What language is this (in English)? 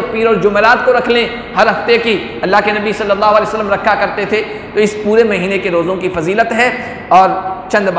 Urdu